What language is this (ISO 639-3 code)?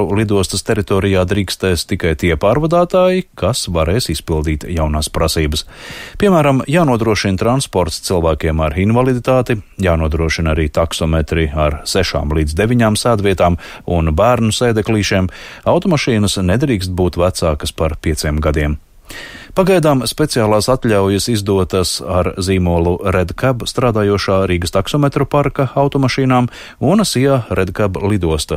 lav